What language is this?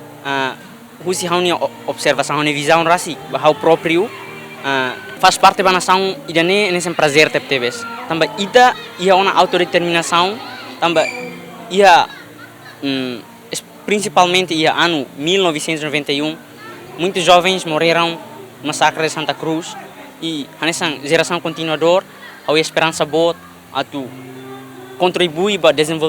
Tetum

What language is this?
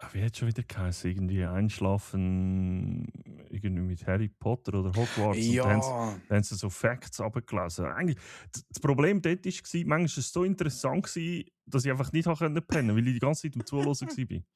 Swiss German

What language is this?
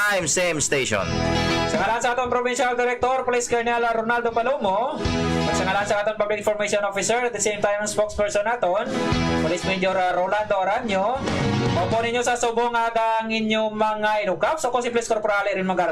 Hiligaynon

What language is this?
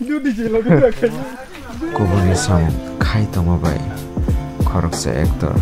Kok Borok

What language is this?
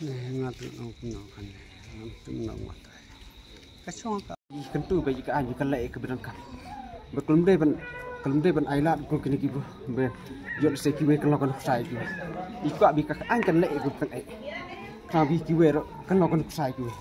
Khasi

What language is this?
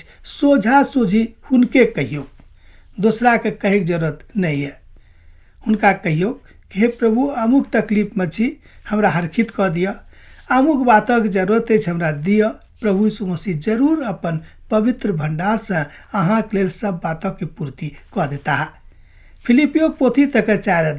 Maithili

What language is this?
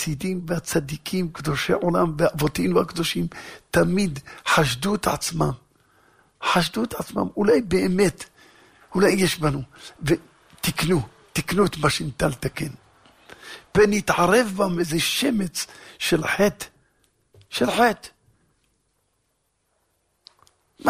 Hebrew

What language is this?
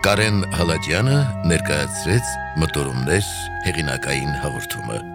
Armenian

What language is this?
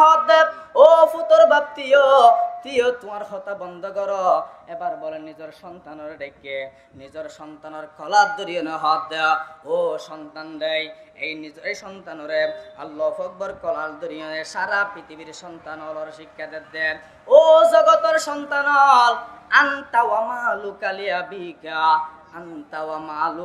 Rohingya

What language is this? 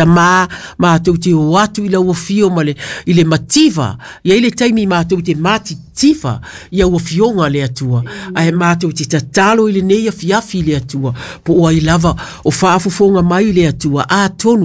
Samoan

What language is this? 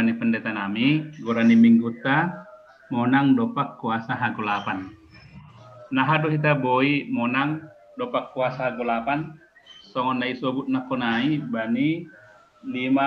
Batak Simalungun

